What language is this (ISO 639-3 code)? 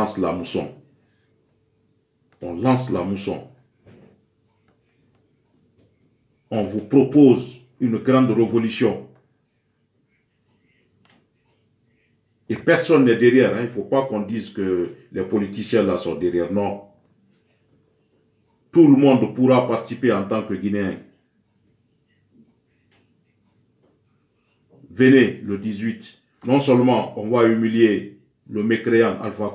fra